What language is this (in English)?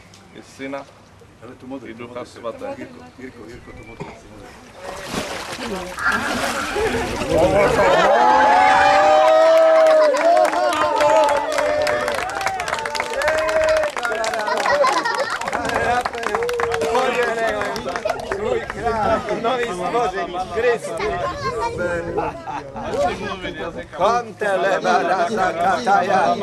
Czech